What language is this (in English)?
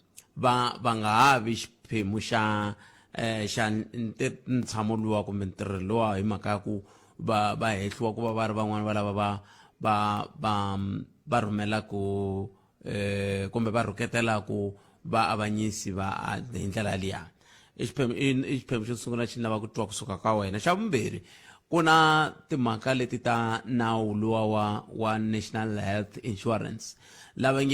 Tsonga